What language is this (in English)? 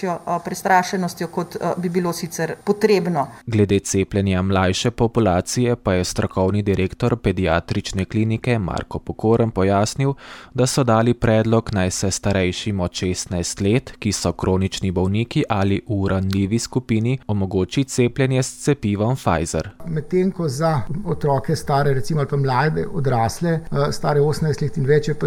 Slovenian